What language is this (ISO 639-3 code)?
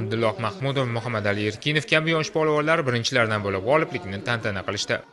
uzb